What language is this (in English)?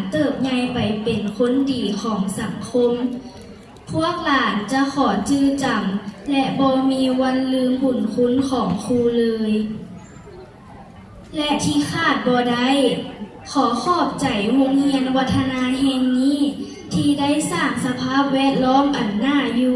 Lao